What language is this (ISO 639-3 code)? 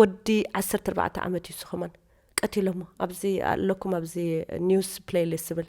tir